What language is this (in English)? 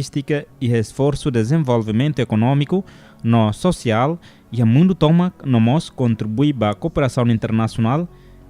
Tetum